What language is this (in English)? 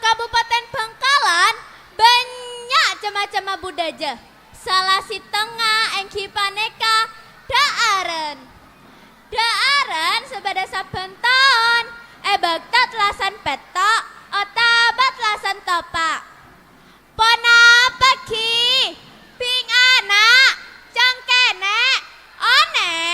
Madurese